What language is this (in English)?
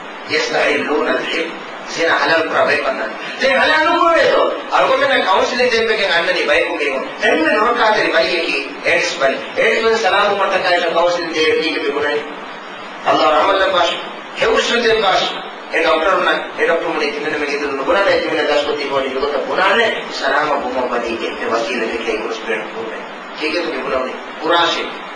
Divehi